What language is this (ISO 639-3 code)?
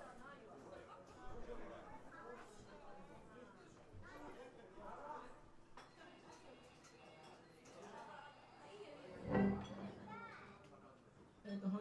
jpn